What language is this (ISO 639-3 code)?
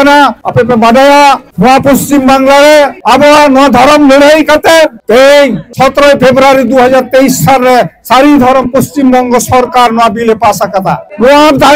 sat